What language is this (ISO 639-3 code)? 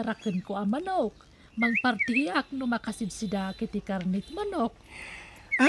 ilo